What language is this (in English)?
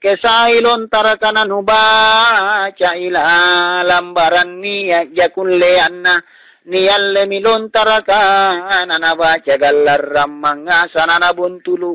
Makasar